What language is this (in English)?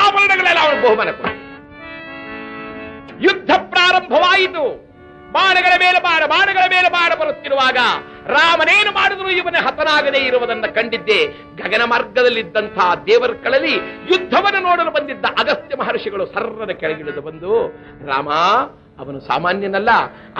Kannada